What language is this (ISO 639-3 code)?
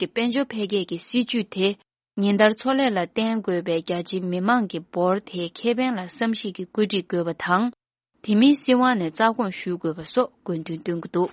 bod